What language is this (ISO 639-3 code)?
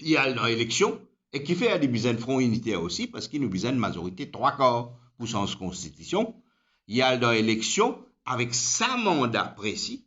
mfe